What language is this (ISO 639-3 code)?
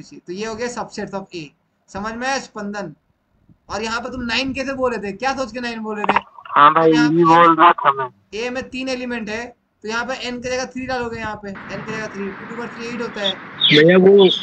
hin